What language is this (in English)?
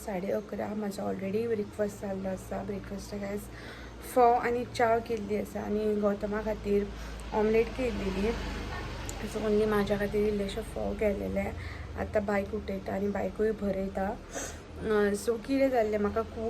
Konkani